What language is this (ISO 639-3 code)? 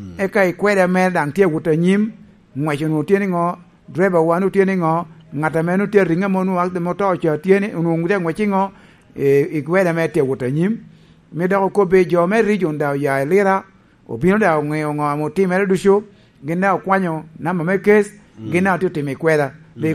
laj